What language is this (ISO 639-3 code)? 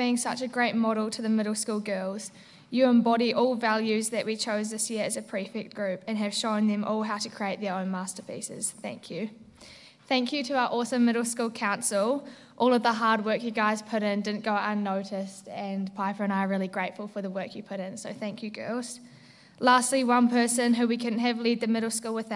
eng